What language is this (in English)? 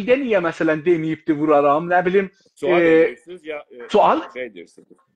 South Azerbaijani